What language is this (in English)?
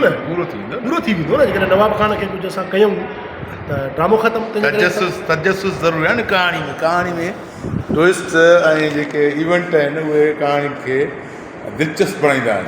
Sindhi